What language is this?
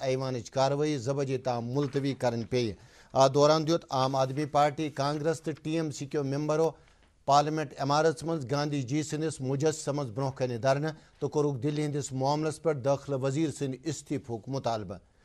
Kashmiri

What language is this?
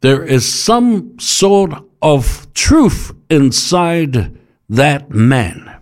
Samoan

